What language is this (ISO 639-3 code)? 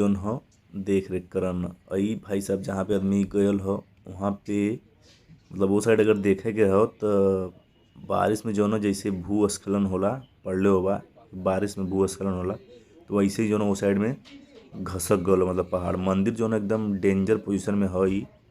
bho